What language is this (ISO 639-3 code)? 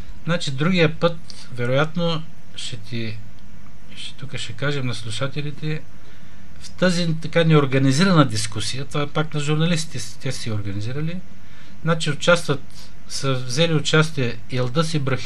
bul